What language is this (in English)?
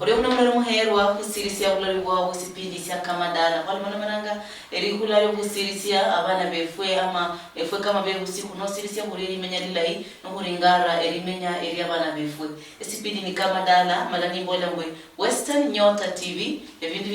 Luyia